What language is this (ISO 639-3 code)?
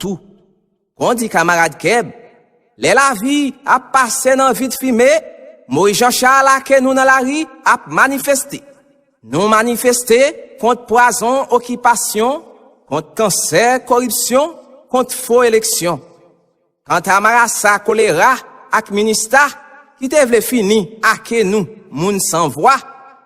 hat